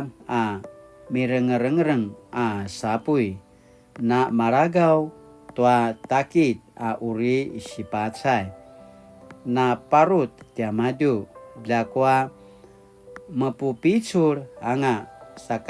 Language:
Paiwan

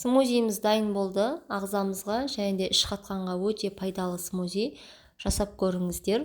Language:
Kazakh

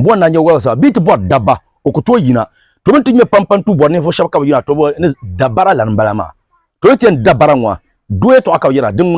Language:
Dagbani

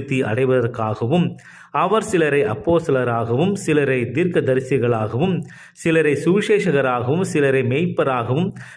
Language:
Tamil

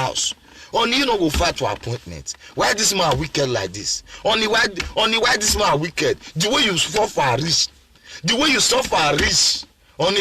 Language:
Nigerian Pidgin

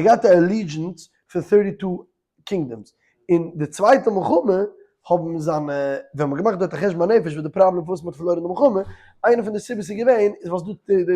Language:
Yiddish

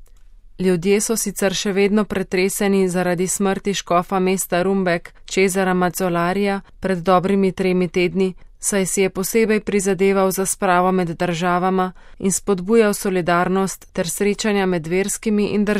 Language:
Slovenian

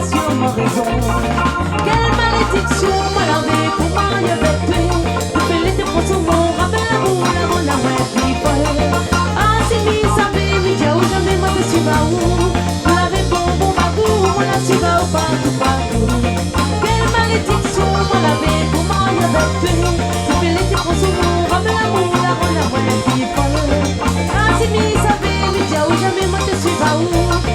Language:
Réunion Creole French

